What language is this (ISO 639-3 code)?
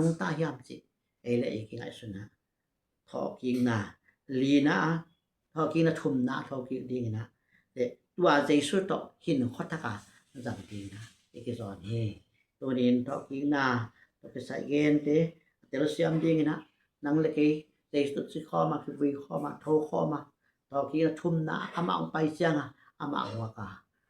ctd